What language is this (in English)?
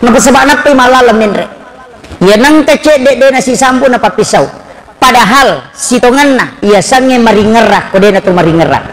Buginese